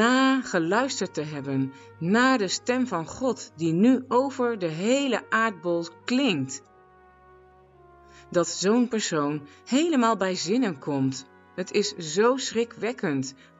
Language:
Dutch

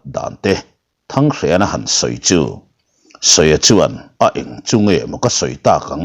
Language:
Mizo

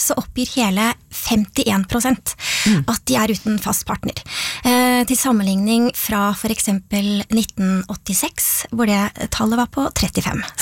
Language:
Norwegian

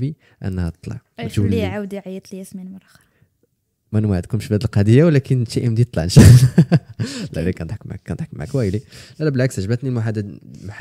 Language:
Moroccan Arabic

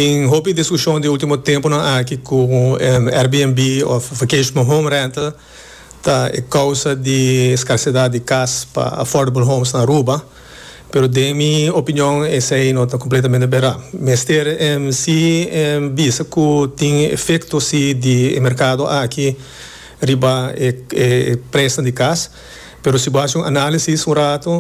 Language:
Papiamento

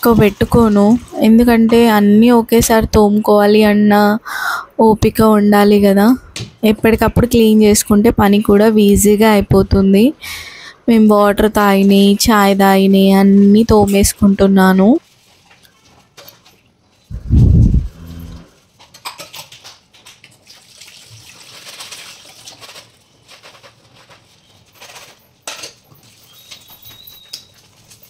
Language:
Telugu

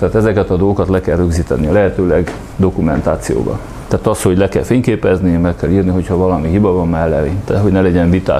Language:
Hungarian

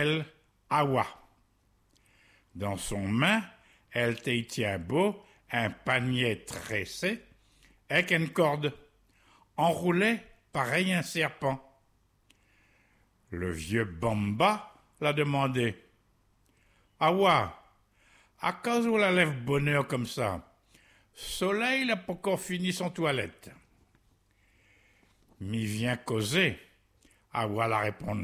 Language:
French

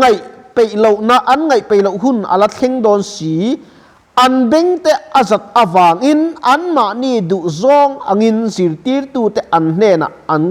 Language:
Mizo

